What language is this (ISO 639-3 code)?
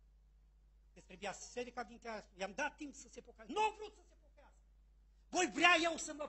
ron